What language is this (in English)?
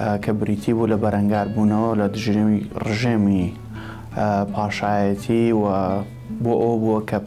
Central Kurdish